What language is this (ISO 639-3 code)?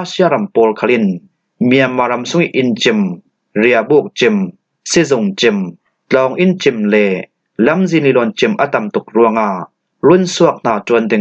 cfm